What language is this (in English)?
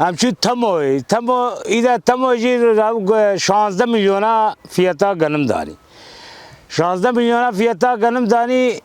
Kurdish